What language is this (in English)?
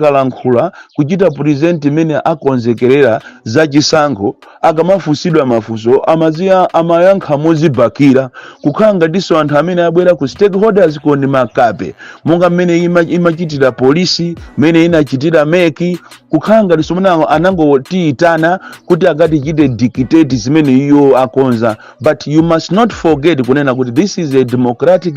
Nyanja